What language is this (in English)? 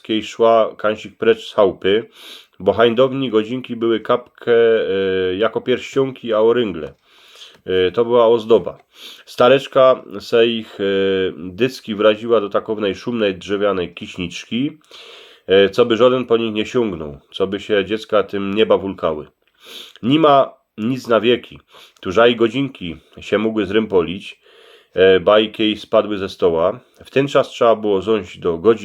Silesian